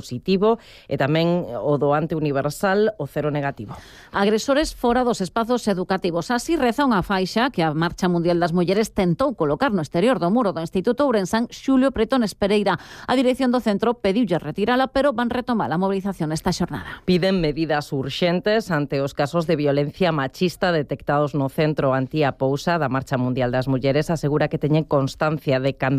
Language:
Galician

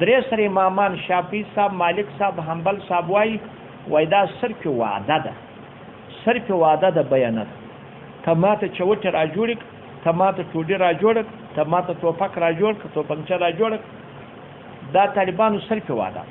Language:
Pashto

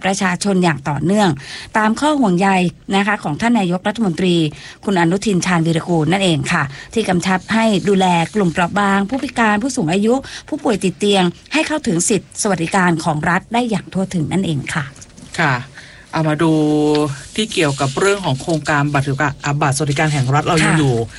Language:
Thai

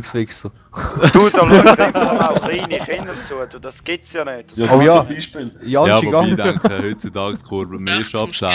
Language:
Swiss German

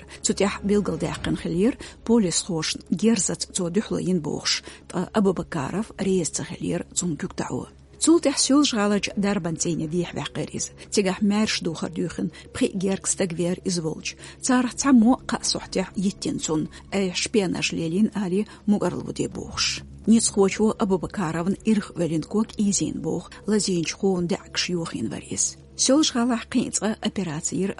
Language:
Chechen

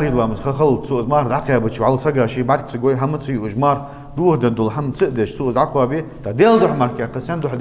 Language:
Ingush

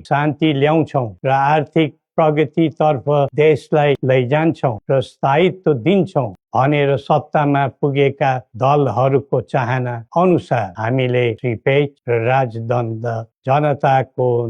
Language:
Nepali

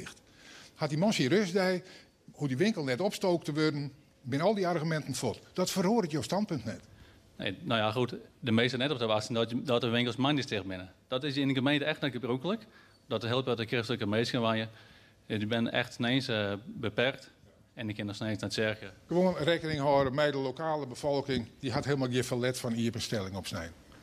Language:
Western Frisian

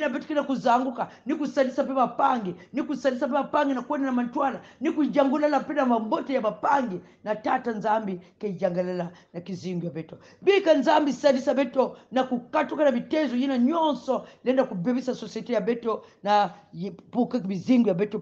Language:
Kongo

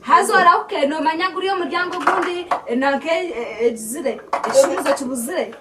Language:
Nyankole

